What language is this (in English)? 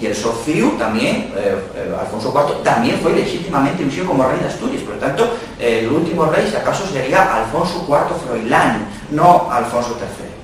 Asturian